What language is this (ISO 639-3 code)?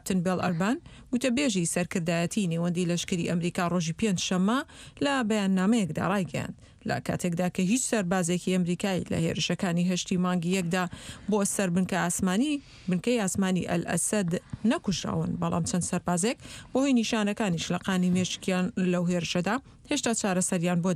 ckb